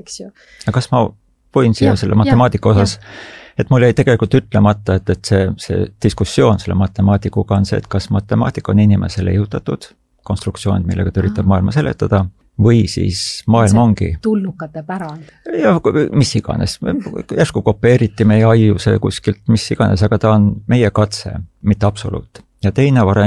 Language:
Estonian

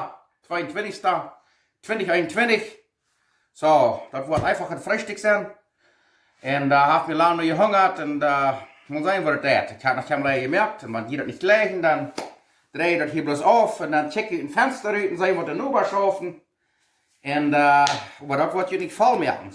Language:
Plautdietsch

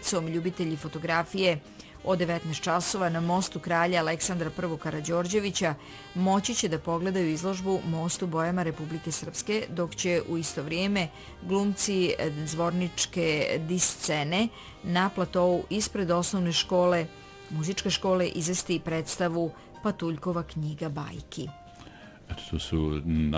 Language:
Serbian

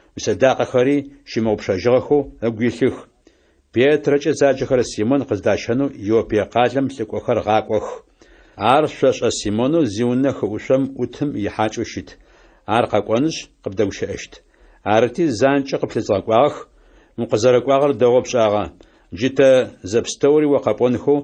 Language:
Adyghe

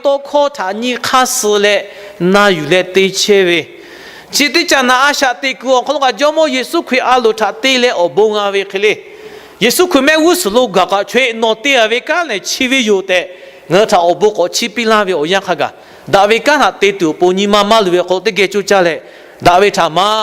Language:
Lahu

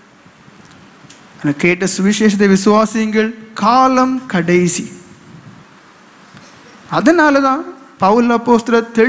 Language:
Tamil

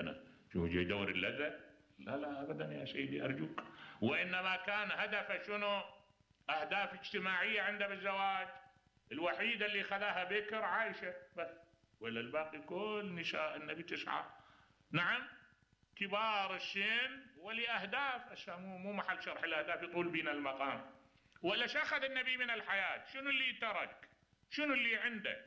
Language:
Mesopotamian Arabic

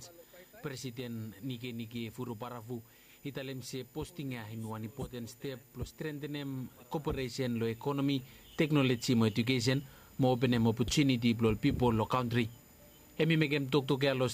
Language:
Bislama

